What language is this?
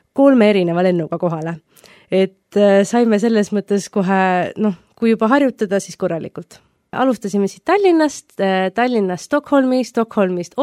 Estonian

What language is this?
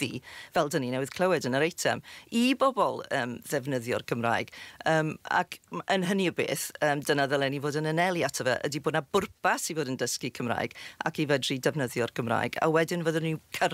Welsh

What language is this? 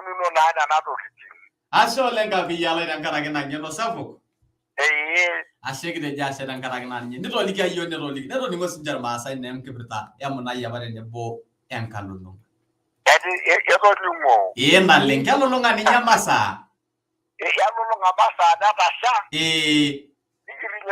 Masai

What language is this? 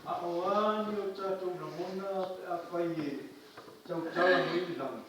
Samoan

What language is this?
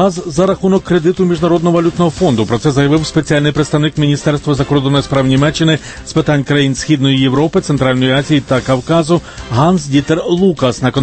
Ukrainian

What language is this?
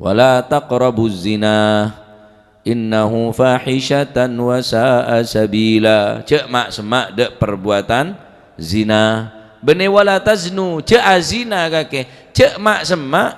Madurese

